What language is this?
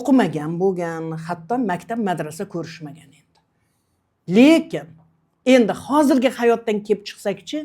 Uzbek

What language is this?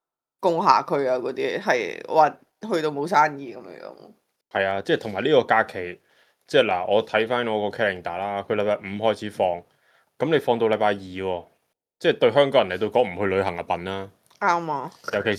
Cantonese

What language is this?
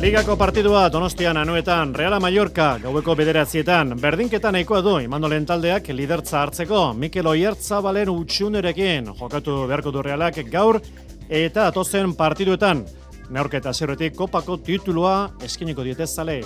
Basque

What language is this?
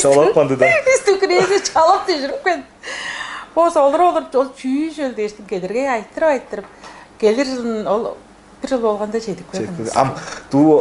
Tuvinian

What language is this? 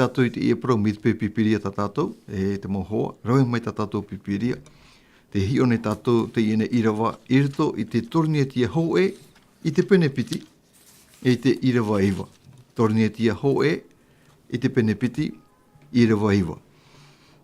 Tahitian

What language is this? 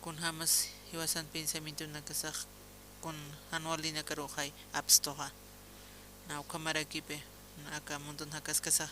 Aymara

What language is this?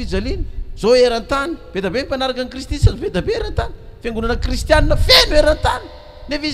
Malagasy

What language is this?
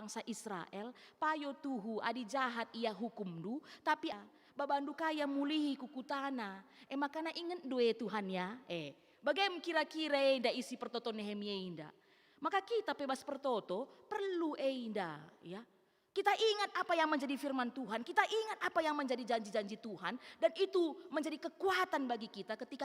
Batak Karo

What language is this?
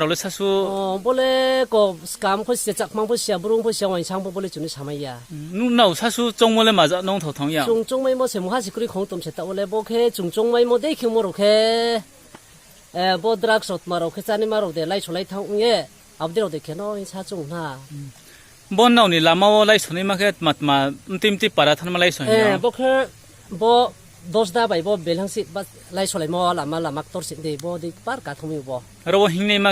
Riang (India)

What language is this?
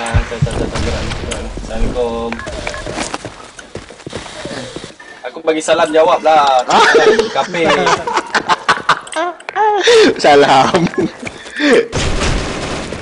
Malay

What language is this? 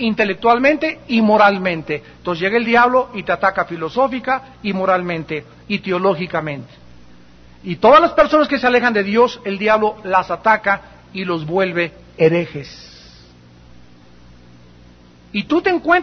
Spanish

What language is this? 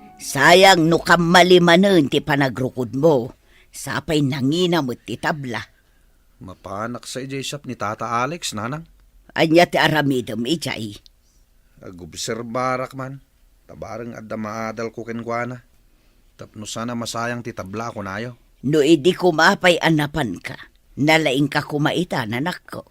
Iloko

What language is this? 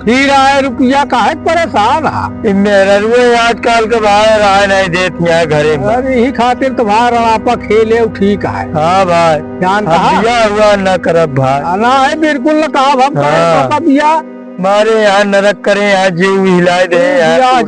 Awadhi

